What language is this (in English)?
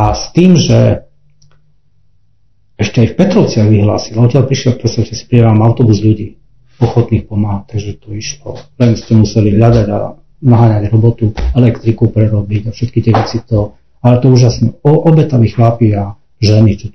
Slovak